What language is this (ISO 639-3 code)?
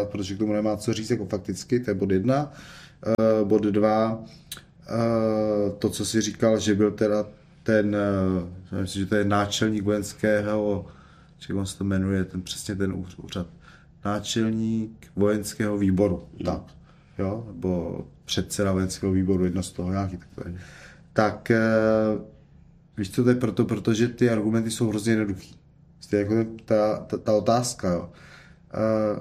ces